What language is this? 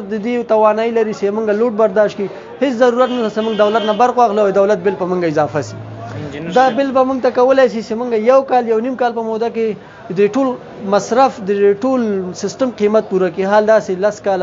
Pashto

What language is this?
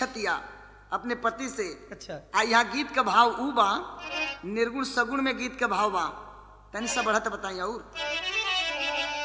Bhojpuri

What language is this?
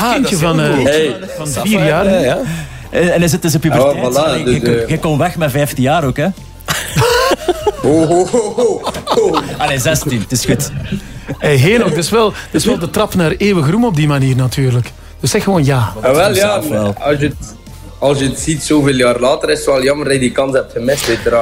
Dutch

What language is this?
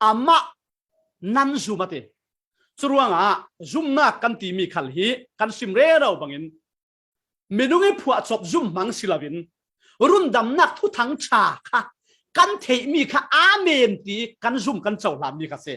Falam Chin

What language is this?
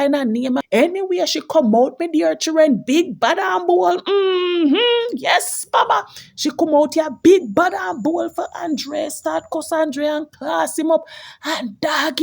Jamaican Creole English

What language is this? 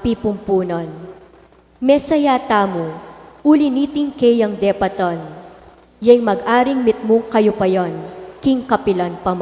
Pampanga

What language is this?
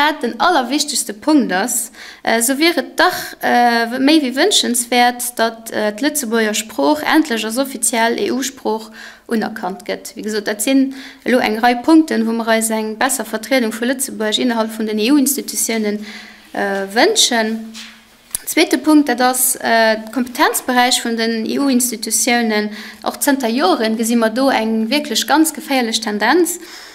Luxembourgish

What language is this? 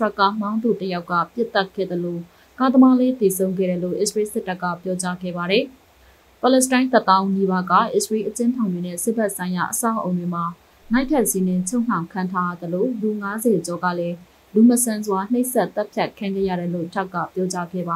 Burmese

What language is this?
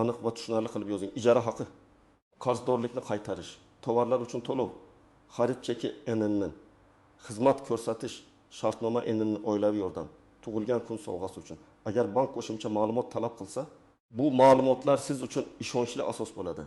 Uzbek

